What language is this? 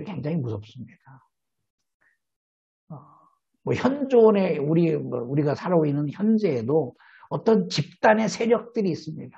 Korean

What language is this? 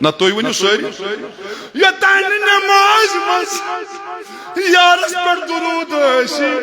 Kashmiri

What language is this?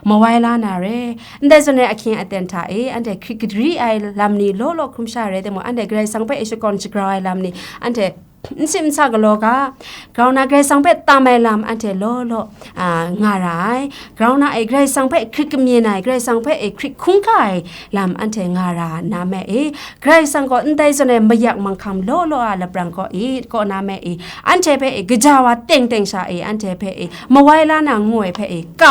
Kachin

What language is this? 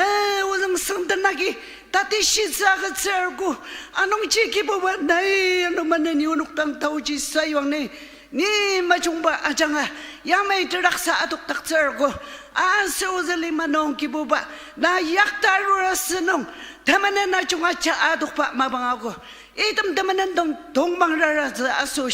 Ao Naga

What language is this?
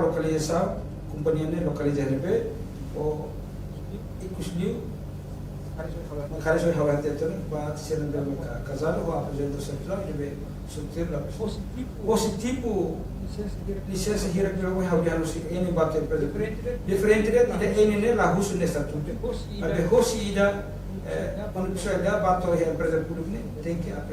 Tetum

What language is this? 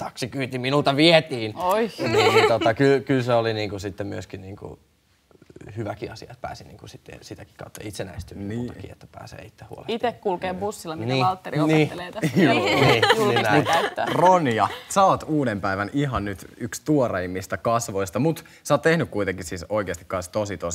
Finnish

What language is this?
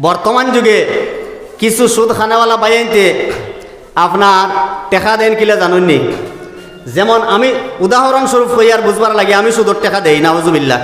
Sylheti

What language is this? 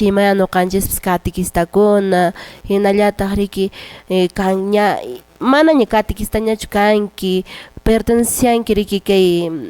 Quechua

